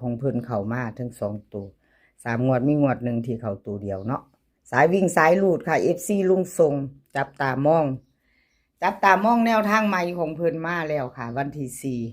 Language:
Northeastern Thai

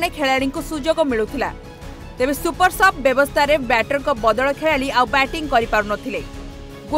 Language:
Odia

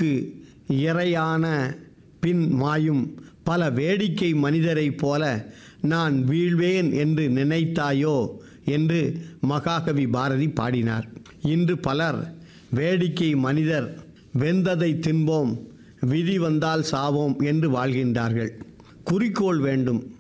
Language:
Tamil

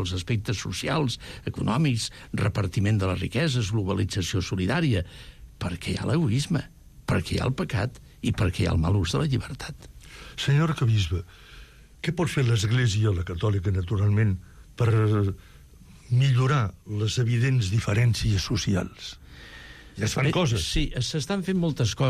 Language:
Catalan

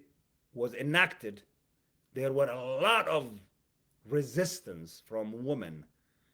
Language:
English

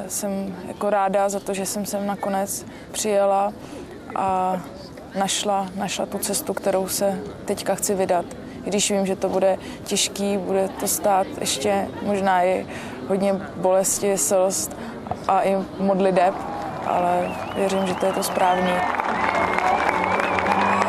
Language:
Czech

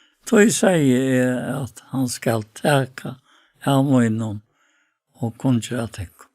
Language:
Faroese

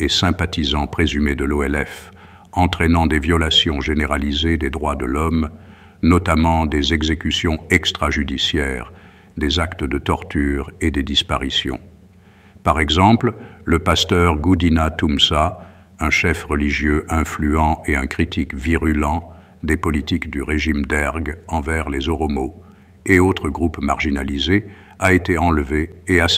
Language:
French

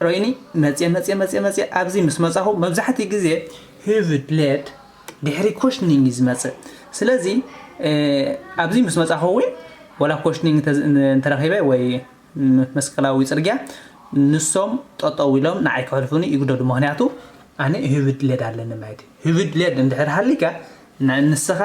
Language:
Tigrinya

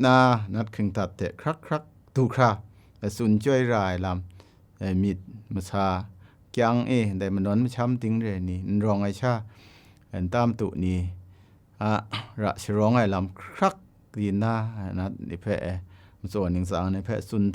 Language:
Kachin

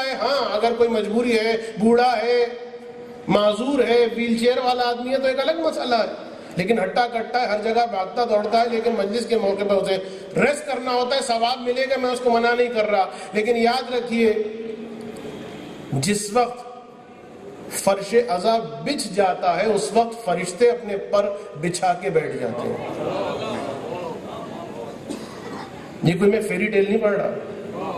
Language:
Urdu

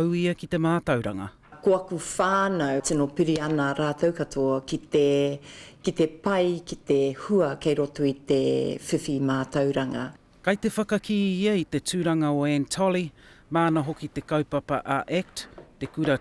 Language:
Māori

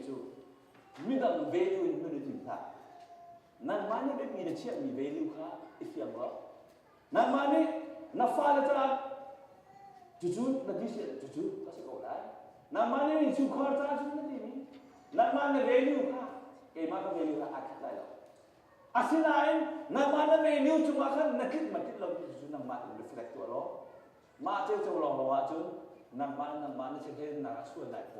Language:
Hakha Chin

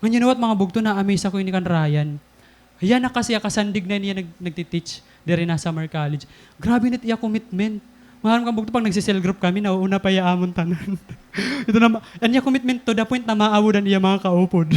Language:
Waray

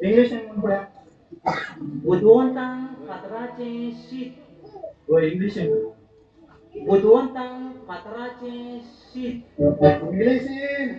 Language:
Konkani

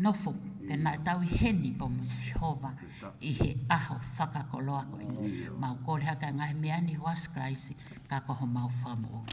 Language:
Tongan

